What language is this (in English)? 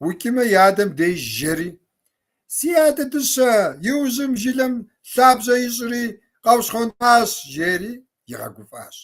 Kabardian